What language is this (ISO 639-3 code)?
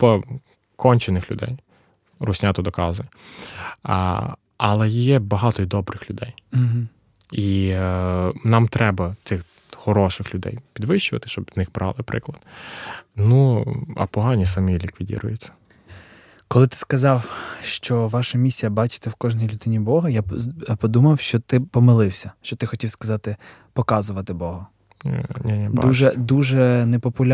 ukr